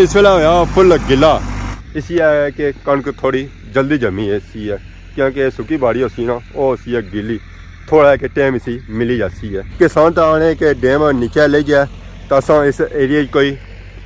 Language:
Pahari-Potwari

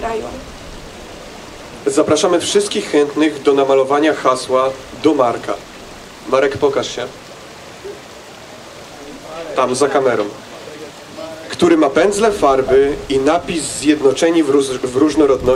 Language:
Polish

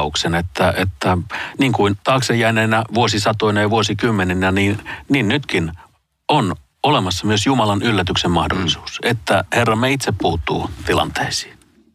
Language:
Finnish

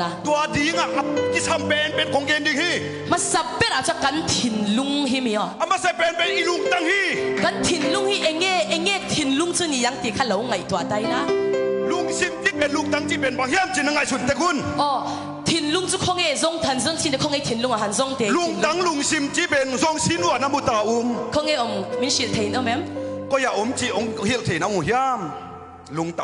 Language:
Tedim Chin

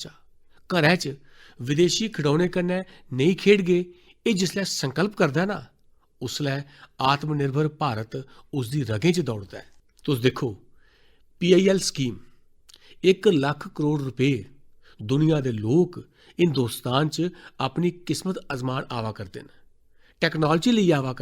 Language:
Dogri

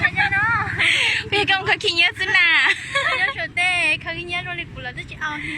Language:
Hmong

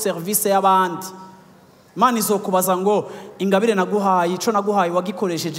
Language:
Rundi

